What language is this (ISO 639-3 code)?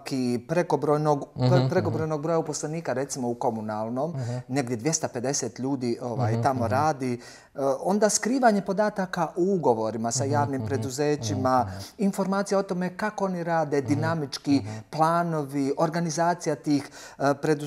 bos